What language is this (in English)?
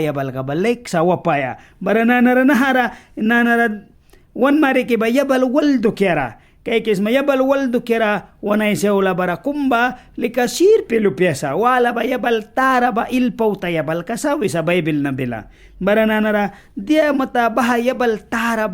Mískito